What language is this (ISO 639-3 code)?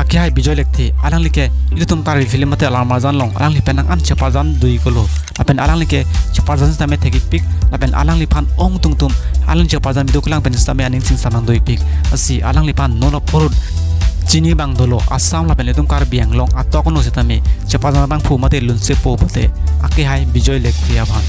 mjw